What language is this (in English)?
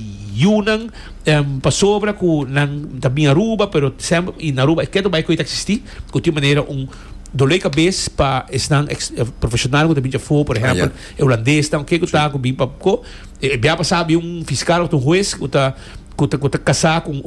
Papiamento